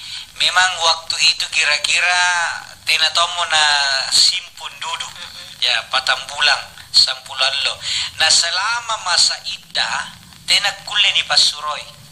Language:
Makasar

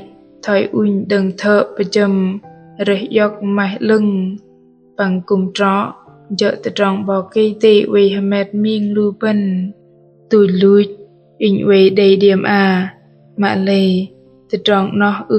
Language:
Bahnar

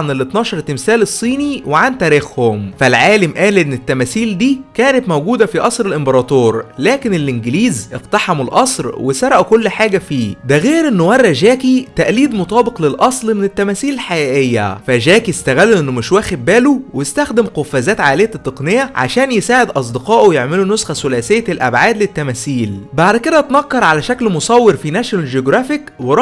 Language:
Egyptian Arabic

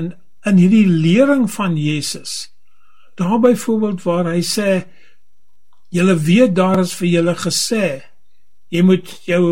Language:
Afrikaans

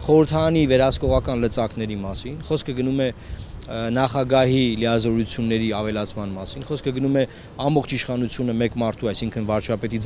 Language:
Armenian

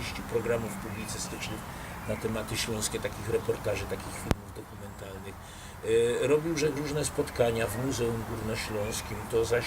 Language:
Silesian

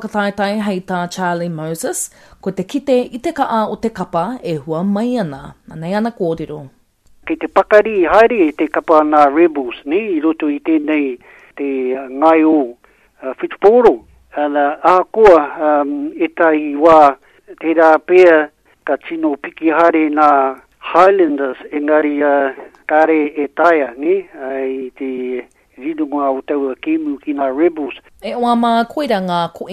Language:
Māori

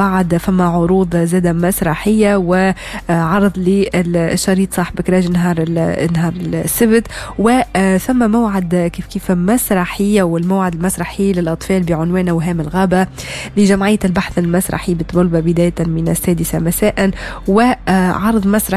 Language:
Tunisian Arabic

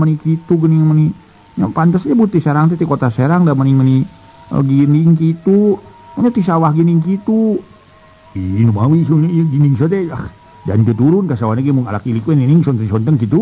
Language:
Sundanese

